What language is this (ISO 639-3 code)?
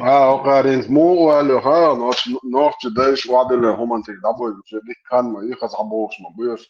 che